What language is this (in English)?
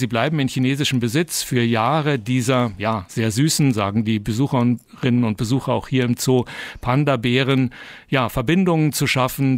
German